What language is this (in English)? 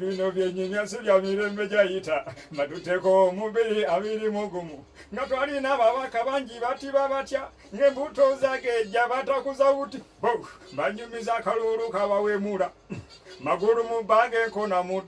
Ganda